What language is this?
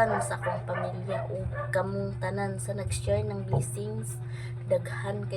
Cebuano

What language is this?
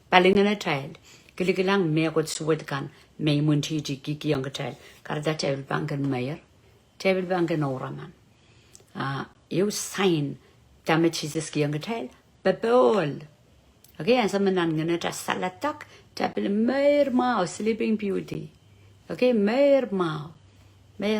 Pohnpeian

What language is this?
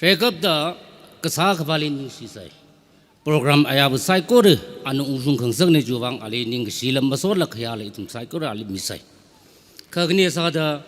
Tangkhul Naga (India)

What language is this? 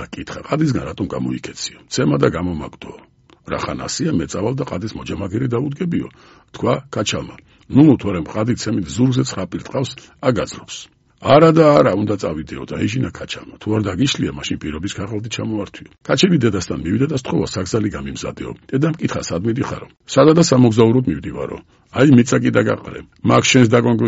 Georgian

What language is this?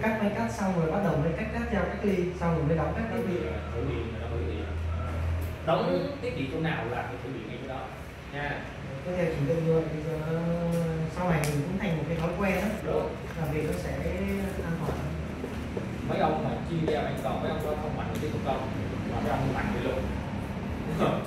Vietnamese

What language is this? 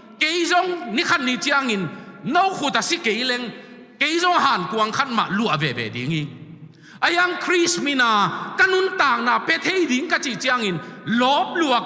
Tedim Chin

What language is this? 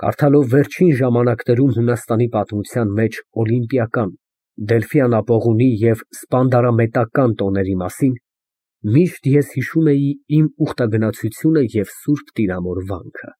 Armenian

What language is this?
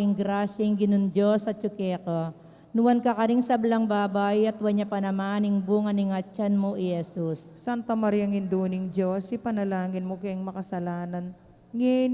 Pampanga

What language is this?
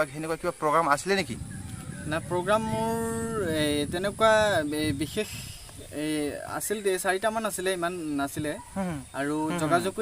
Assamese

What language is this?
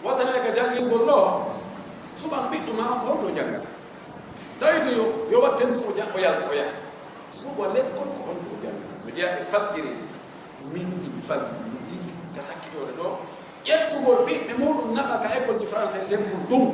Pular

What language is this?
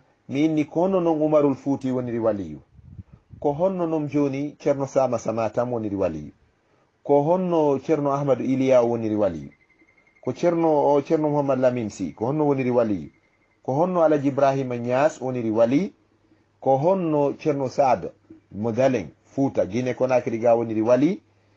Fula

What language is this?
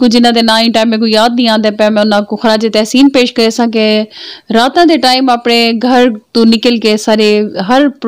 Saraiki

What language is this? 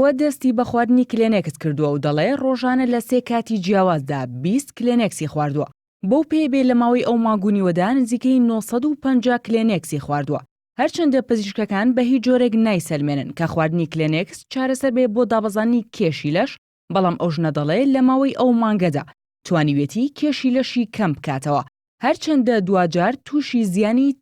Central Kurdish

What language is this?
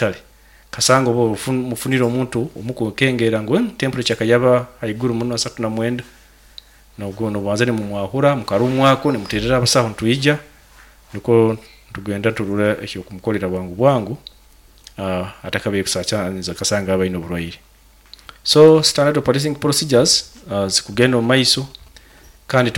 Nyoro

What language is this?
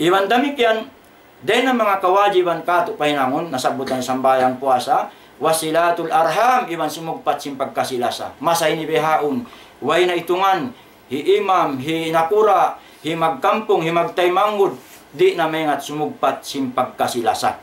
Tausug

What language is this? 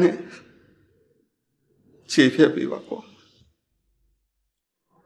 Burmese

